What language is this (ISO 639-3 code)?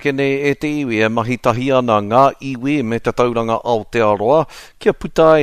mri